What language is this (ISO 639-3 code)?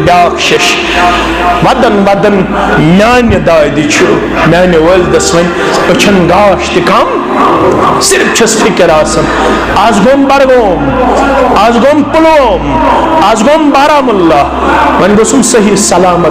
kas